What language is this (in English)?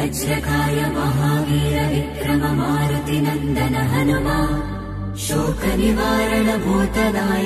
Telugu